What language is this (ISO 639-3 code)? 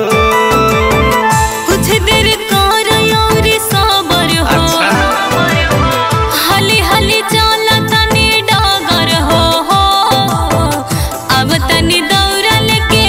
bho